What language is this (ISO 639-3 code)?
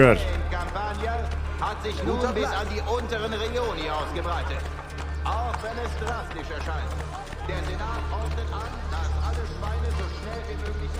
bar